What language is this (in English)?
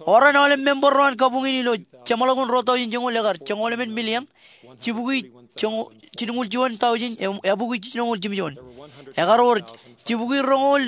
Marshallese